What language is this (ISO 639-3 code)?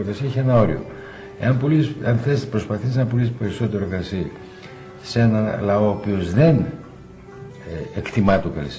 ell